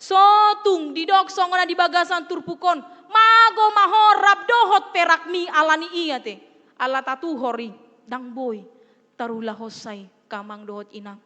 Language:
Batak Toba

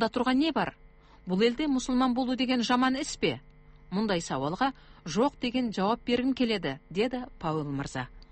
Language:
Kazakh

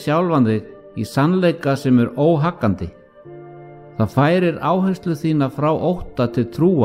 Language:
Icelandic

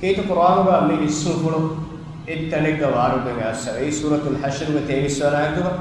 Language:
Divehi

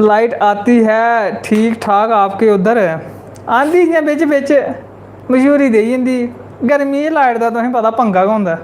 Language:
Dogri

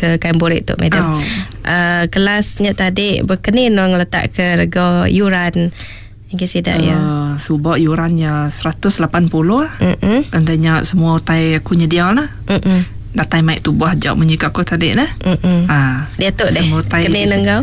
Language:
Iban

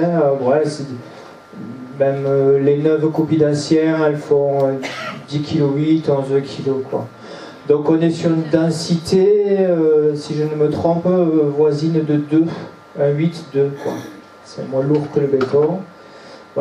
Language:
French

